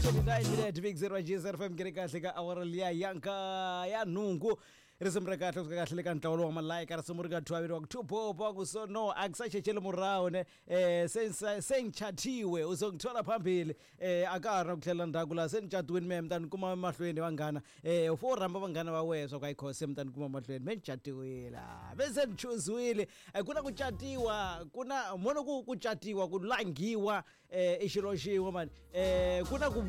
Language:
Tsonga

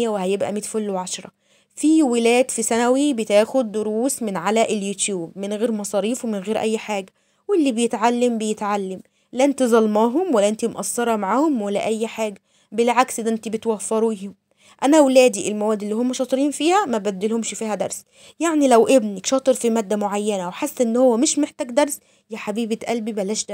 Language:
Egyptian Arabic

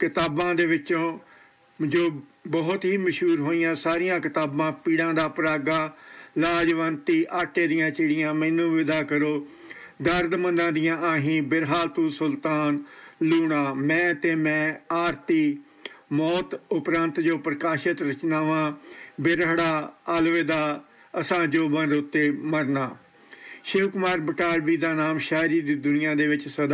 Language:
Punjabi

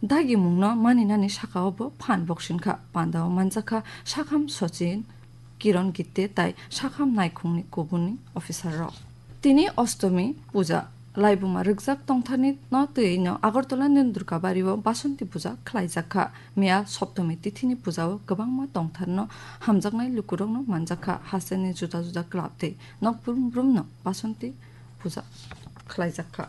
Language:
Kok Borok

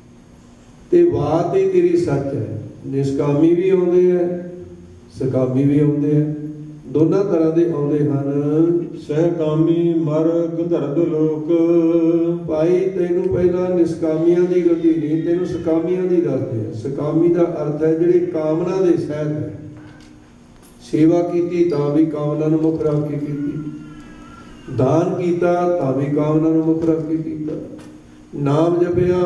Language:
Punjabi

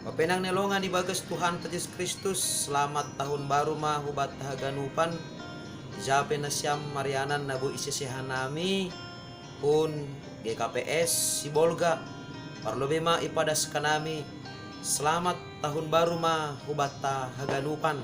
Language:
Batak Simalungun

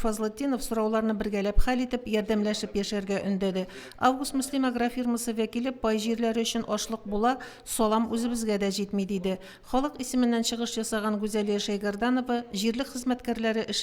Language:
Tatar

